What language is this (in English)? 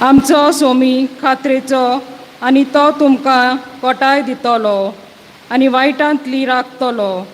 Konkani